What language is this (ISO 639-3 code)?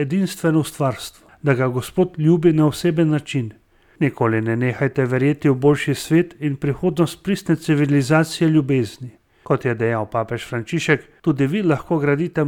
slv